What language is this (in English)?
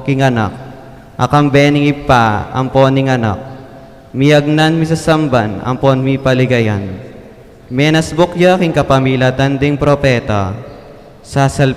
Pampanga